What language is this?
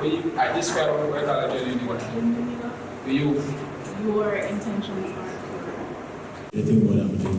Jamaican Creole English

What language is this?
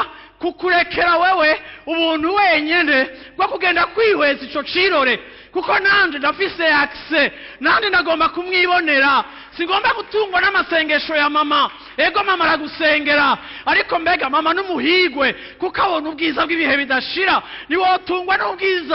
Rundi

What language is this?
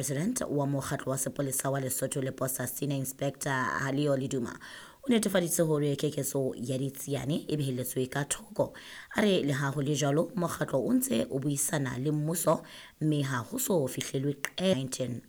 Southern Sotho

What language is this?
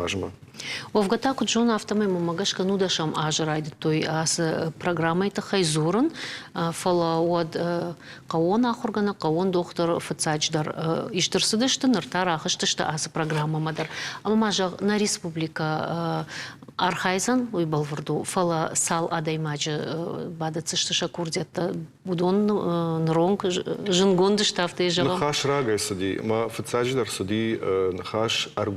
Ossetic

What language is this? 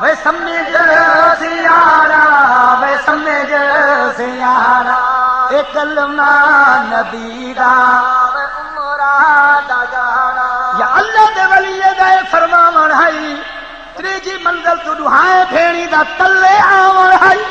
Saraiki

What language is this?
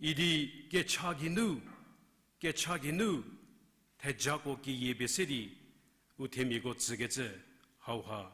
Angami Naga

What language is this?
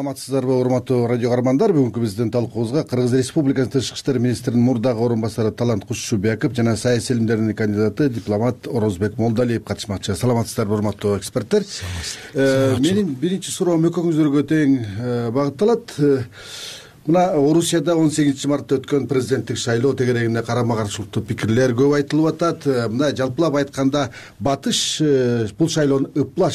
Kyrgyz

